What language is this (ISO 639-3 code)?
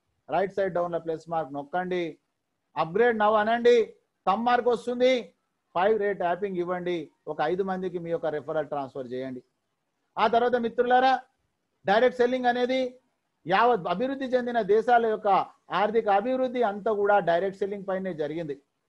tel